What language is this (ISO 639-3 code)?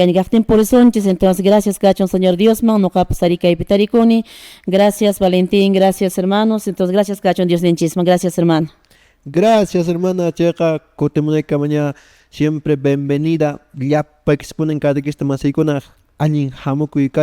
que